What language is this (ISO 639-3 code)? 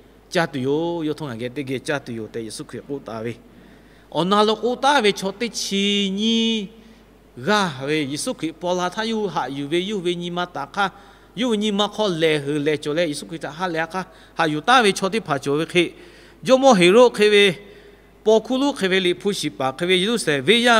lhu